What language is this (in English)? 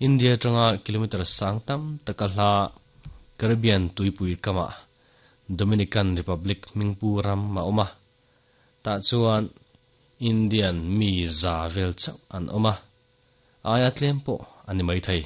Mizo